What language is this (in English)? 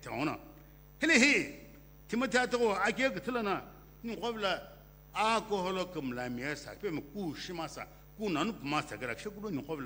Sumi Naga